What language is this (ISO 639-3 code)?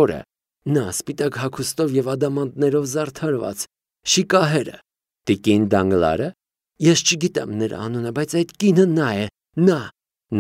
hye